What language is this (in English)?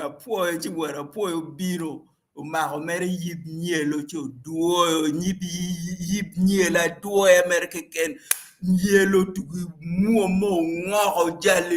Acoli